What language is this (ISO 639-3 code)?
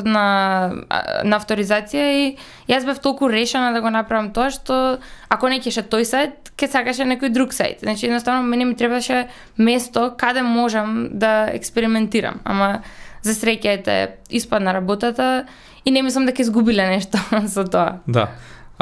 mkd